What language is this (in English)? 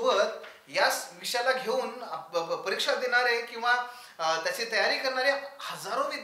Marathi